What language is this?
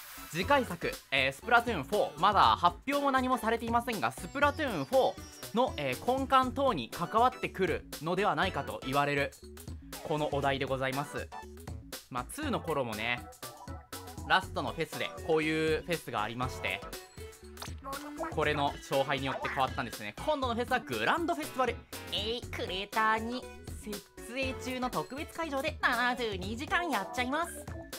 Japanese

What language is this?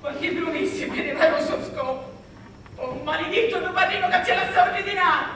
Sicilian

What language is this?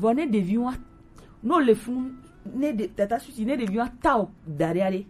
Gen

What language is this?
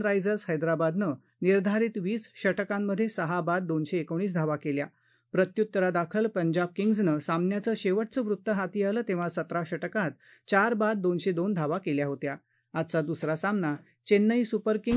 Marathi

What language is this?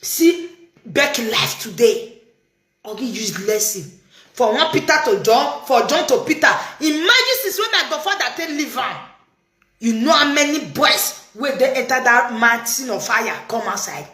Nigerian Pidgin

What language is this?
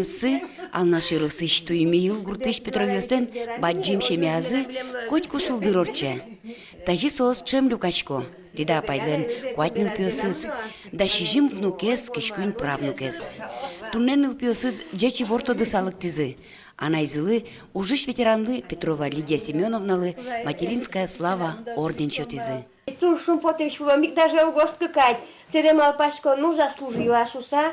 Udmurt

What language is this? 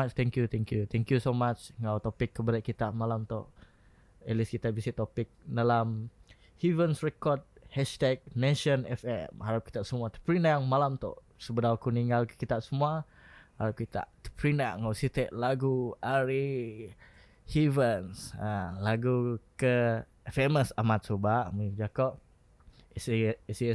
Iban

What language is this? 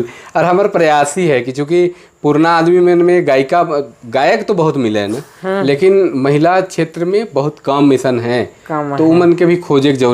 Sadri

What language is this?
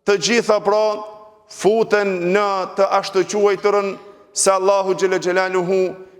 Albanian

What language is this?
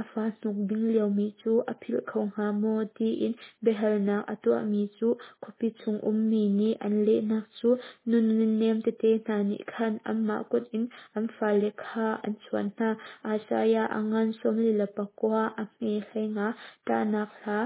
Hakha Chin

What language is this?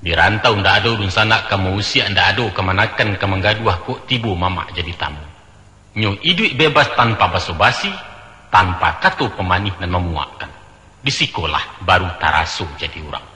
Minangkabau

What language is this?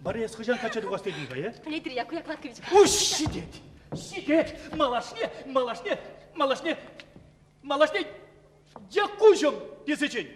Chuvash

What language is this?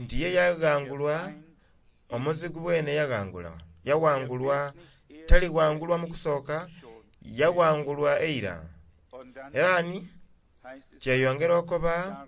Soga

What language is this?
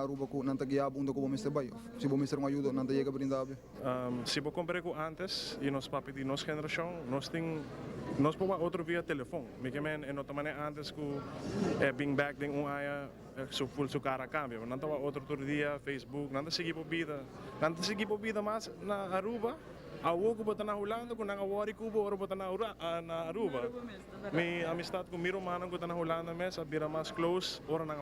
Papiamento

